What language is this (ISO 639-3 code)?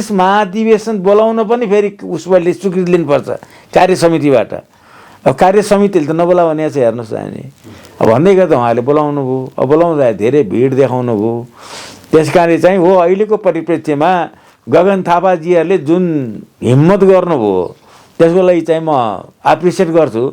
nep